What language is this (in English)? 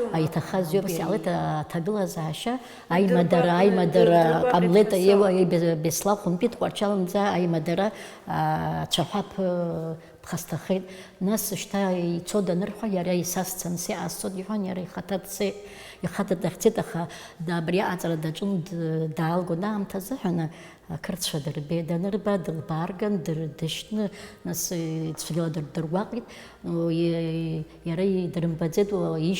Abkhazian